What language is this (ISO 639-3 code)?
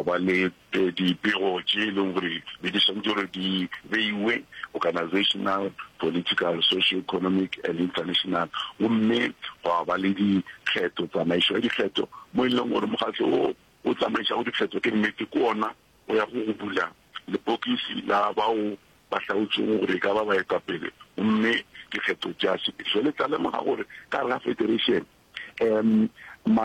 nso